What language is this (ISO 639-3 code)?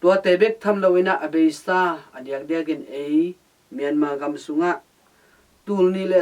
ctd